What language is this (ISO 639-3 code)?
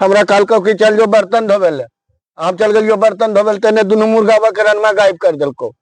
mag